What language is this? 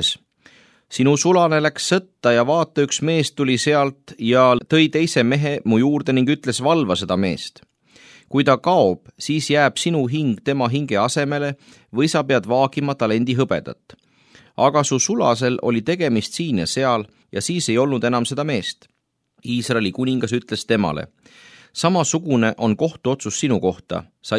Estonian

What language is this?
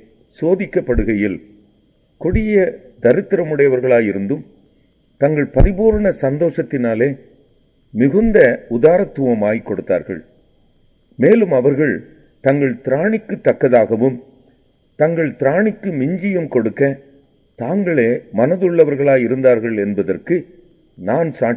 Tamil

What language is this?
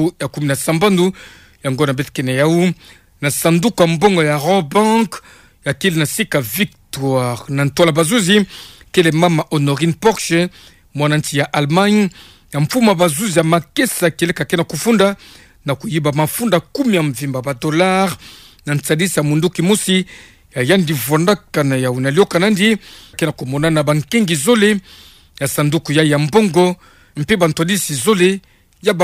Kituba (Democratic Republic of Congo)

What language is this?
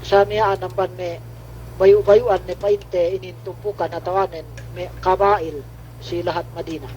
Yakan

